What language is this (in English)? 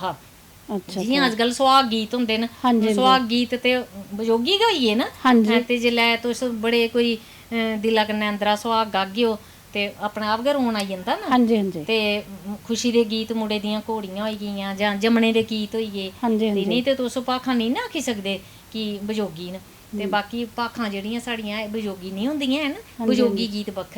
Dogri